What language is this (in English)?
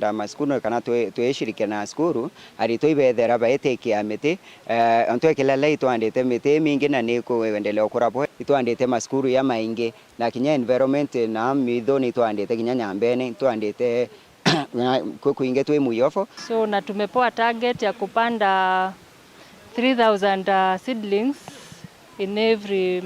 Meru